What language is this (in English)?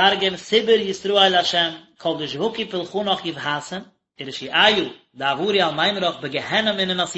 Yiddish